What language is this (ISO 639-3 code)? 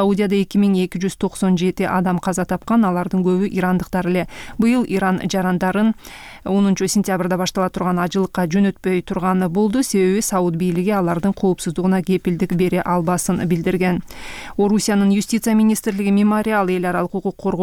kir